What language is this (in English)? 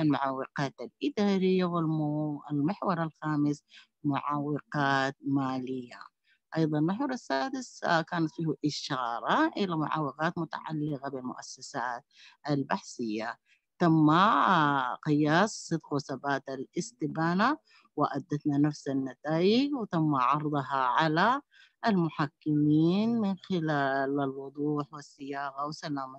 Sudanese Arabic